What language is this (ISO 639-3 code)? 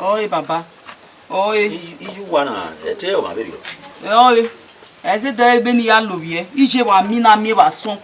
bin